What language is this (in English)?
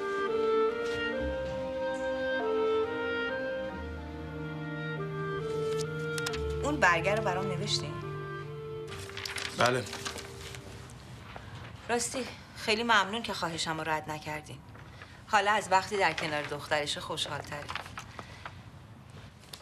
Persian